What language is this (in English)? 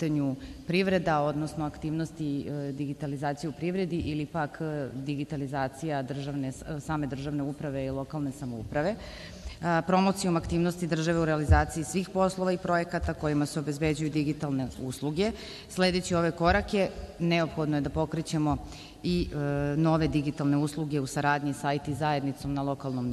Serbian